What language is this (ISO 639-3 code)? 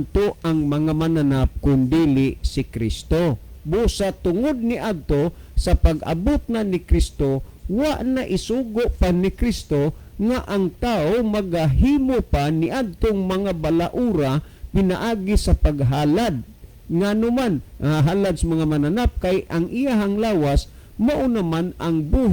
ceb